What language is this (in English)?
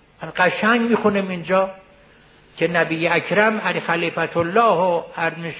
Persian